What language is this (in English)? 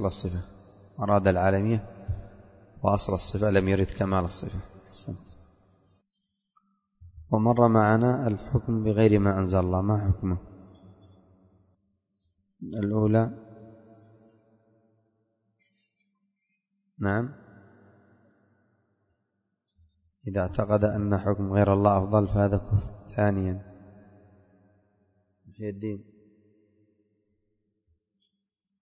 Arabic